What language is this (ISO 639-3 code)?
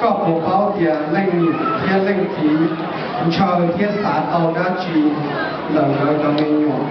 hmn